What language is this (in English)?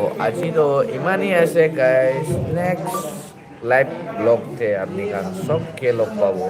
Naga Pidgin